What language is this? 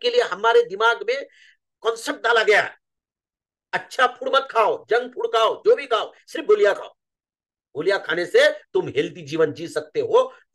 Hindi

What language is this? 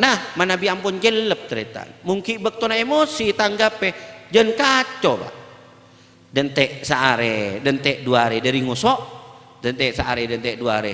Madurese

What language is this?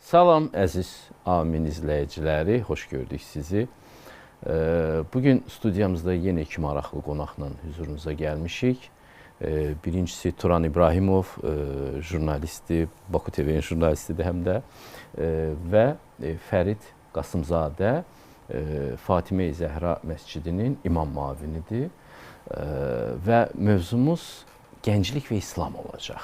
Azerbaijani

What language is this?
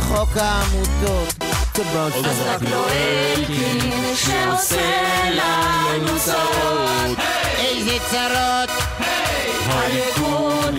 Hebrew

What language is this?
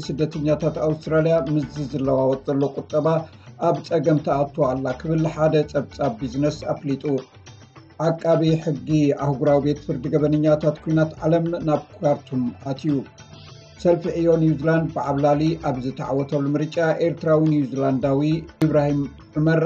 Tigrinya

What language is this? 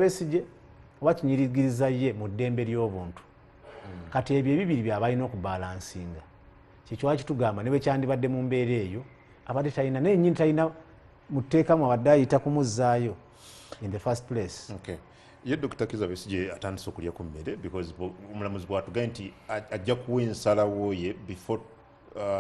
Ganda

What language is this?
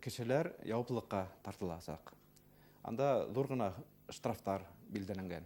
Bashkir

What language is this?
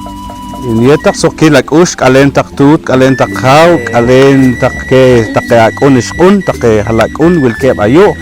Poqomchi'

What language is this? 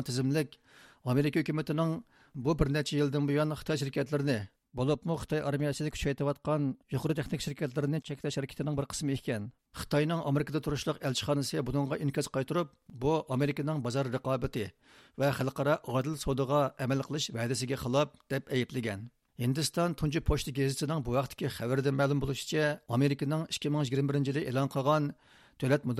Uyghur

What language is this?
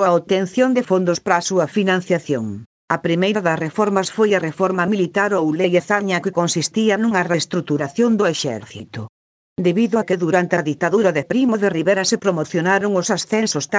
Galician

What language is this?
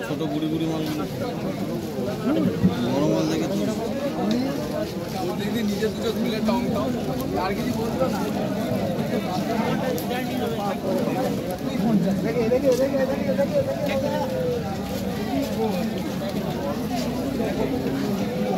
Bangla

